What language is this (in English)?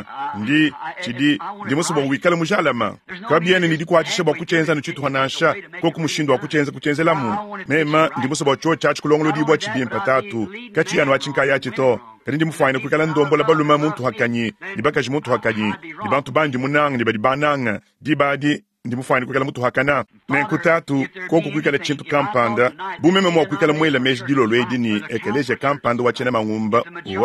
Luba-Lulua